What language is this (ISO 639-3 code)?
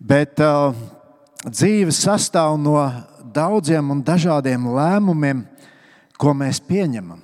lav